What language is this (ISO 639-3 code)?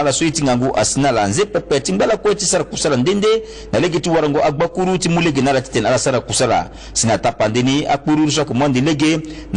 sag